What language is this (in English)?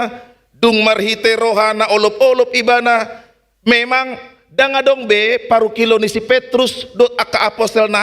Batak Toba